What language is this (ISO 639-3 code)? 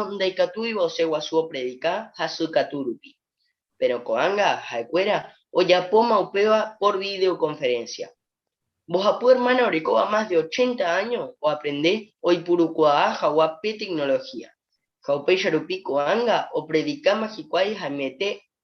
grn